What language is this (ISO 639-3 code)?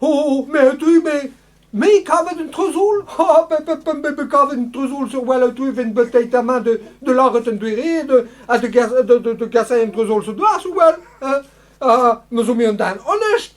bre